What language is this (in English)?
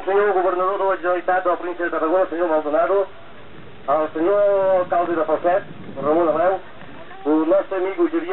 Catalan